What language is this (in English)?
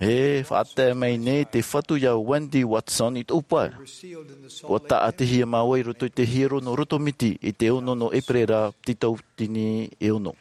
Tahitian